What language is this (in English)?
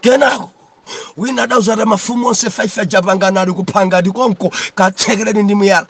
Nyanja